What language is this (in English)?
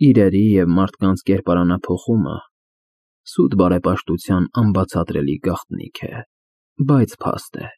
Armenian